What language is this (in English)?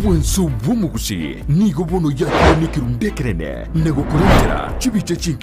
Gusii